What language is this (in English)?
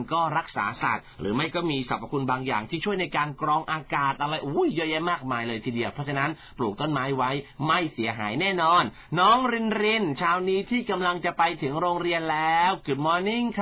Thai